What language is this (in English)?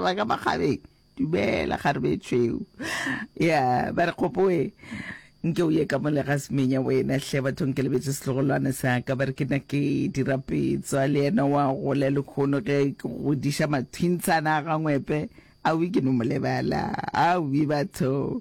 Northern Sotho